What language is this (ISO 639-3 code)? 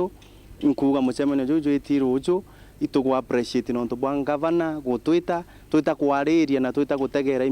mer